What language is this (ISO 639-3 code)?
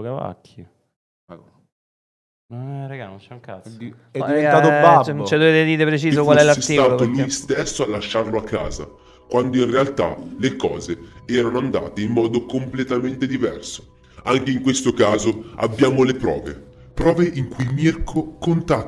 ita